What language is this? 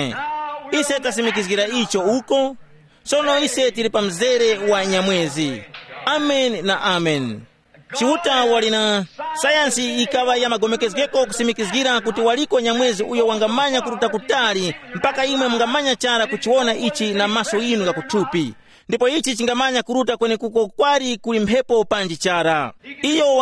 Tumbuka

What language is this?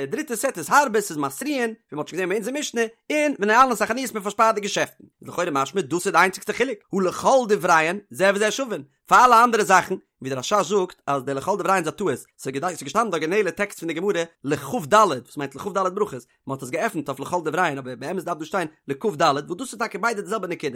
Yiddish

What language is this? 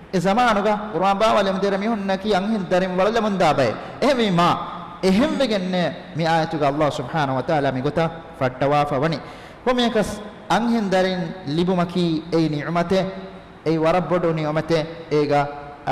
Divehi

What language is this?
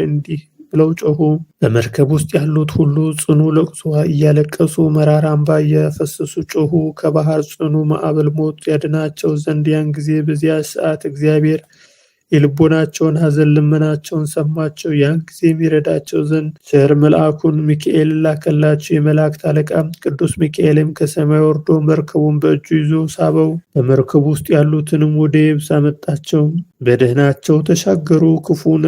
Amharic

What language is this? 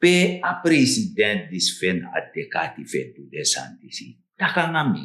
Sranan Tongo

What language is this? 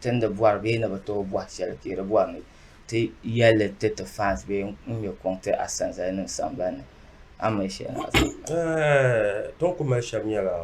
Dagbani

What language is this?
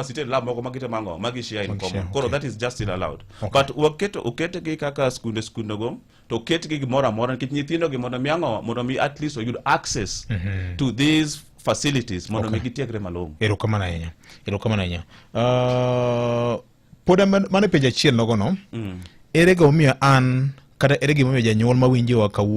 Luo (Kenya and Tanzania)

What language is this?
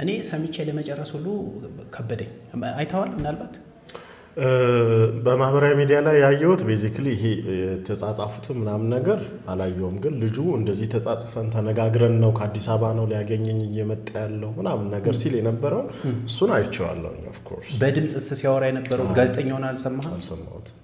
Amharic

